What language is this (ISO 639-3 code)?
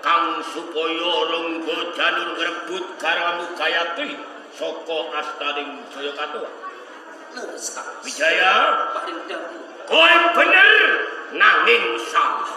jav